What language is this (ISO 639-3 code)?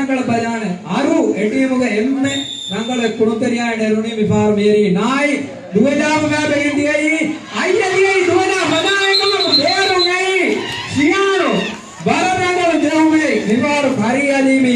div